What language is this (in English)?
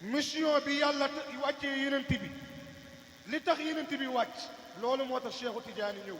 Wolof